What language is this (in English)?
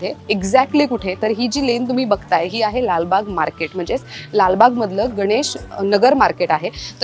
Marathi